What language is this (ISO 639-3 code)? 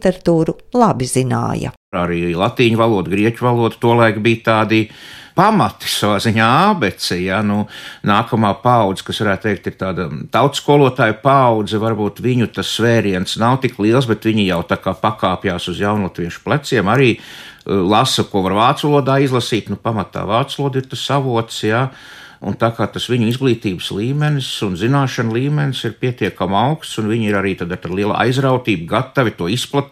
lav